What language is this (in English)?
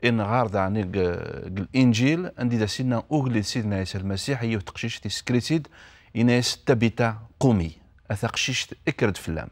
Kabyle